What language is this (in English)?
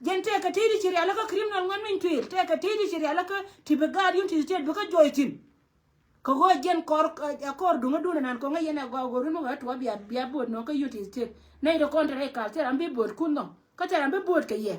Nuer